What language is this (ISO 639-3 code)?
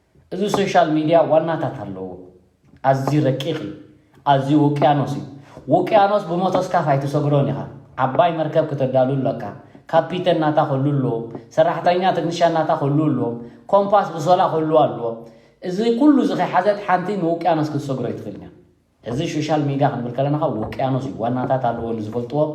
tir